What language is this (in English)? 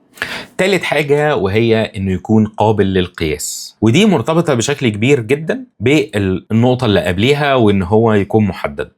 Egyptian Arabic